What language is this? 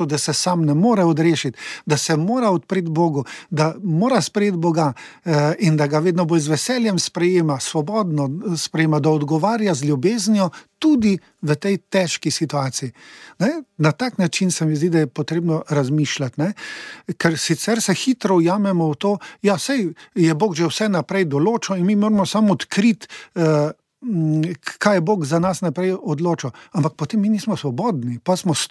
Slovenian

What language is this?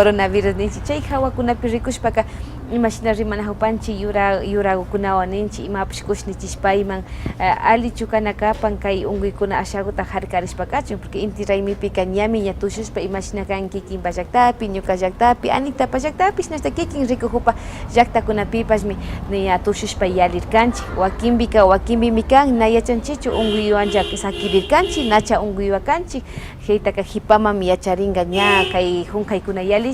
Imbabura Highland Quichua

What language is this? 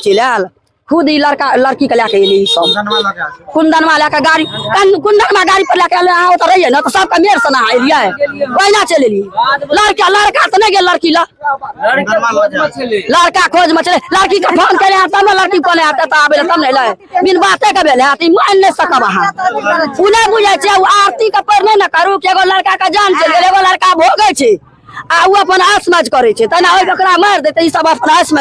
Maithili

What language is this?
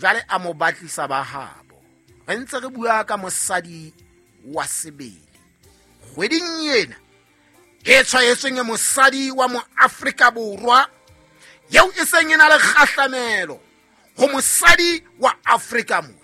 Southern Sotho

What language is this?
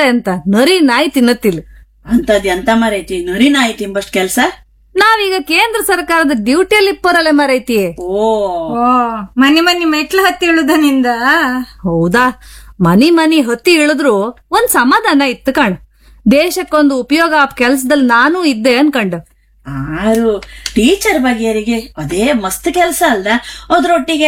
Kannada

